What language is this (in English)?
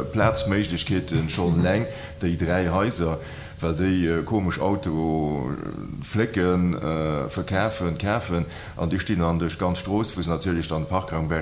Luxembourgish